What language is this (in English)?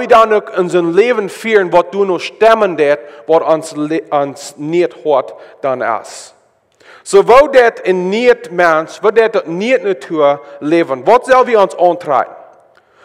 Plautdietsch